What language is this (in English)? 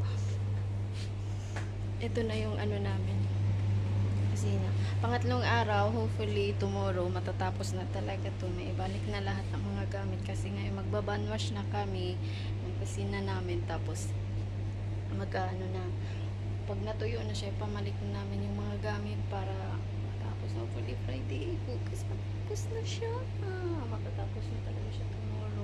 Filipino